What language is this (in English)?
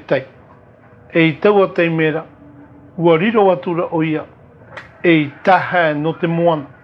Tahitian